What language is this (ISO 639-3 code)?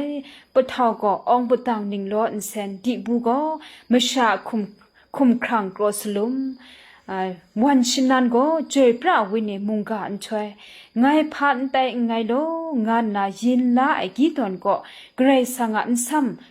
kac